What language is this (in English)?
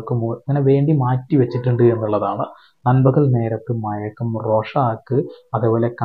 Malayalam